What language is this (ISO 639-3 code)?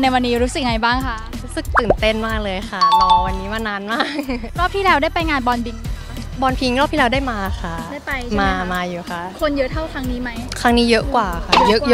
tha